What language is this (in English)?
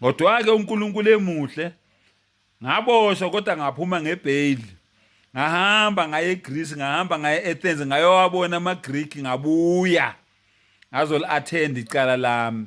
Zulu